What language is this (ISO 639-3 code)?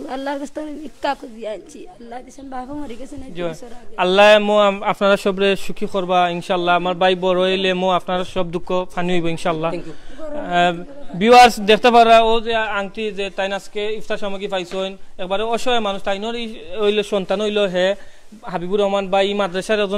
syl